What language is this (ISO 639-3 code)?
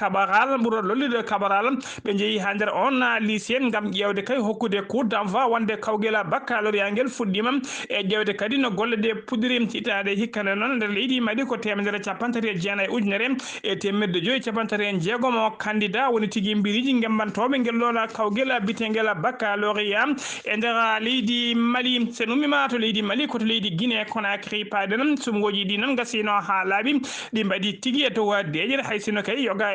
ful